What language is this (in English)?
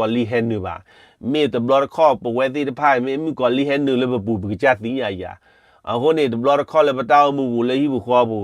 S'gaw Karen